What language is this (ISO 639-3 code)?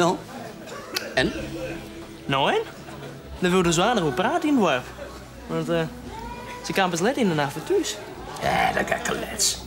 fry